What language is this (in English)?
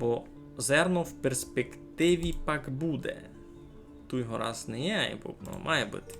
Rusyn